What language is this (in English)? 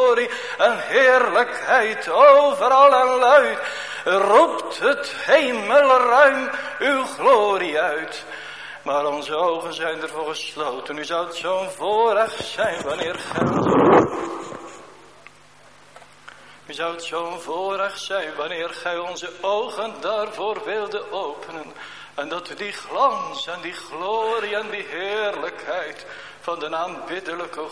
Dutch